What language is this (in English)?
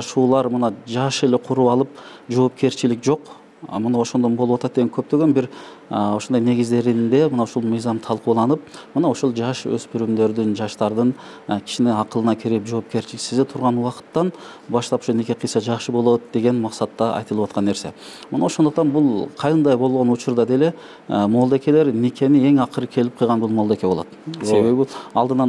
Kyrgyz